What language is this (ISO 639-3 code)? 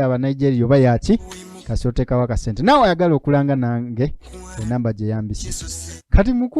lug